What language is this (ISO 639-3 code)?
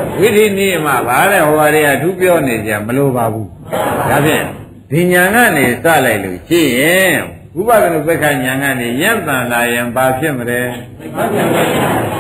mya